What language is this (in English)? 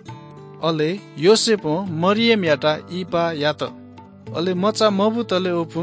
Newari